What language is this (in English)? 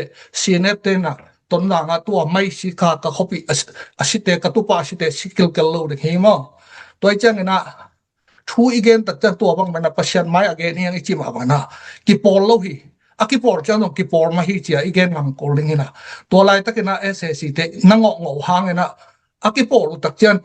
Tedim Chin